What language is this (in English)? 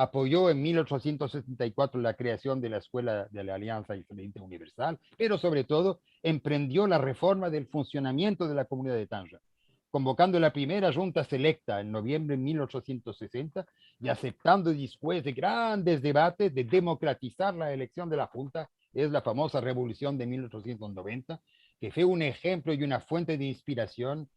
Ladino